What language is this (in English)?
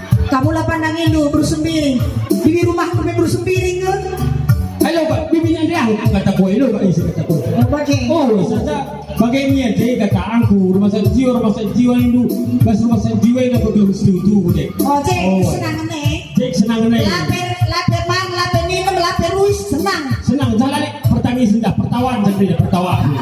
Batak Karo